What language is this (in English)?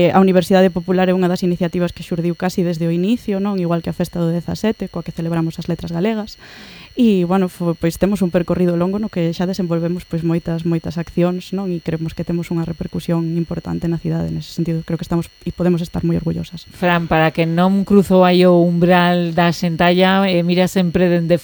Galician